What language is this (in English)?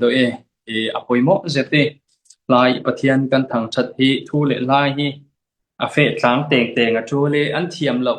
Falam Chin